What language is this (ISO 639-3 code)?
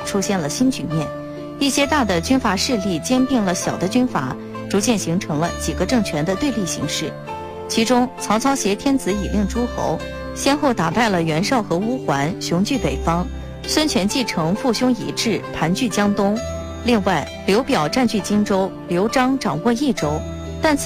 zho